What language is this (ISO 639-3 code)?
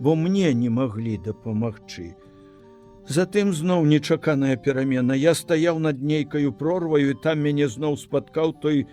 bel